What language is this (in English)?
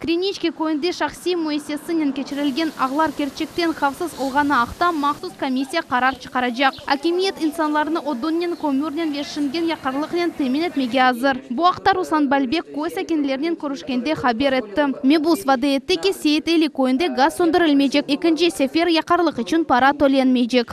Crimean Tatar